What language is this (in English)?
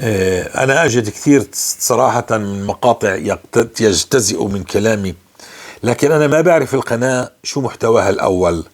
North Levantine Arabic